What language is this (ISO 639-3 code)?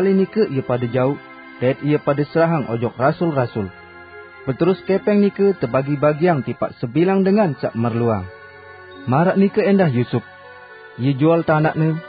sas